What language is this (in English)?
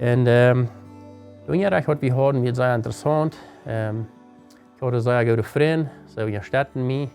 Plautdietsch